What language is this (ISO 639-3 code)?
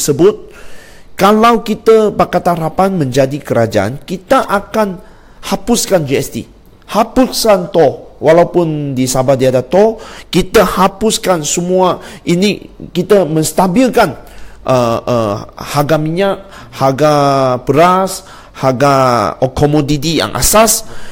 msa